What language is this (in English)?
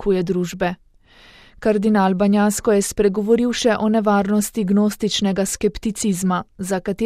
Slovenian